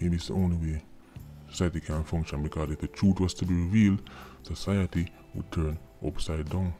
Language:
Jamaican Creole English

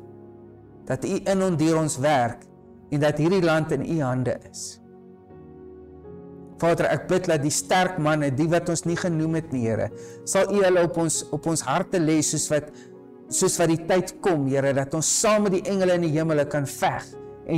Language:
Afrikaans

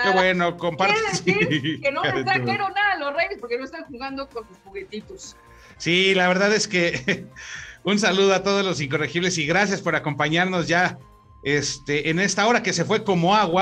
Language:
Spanish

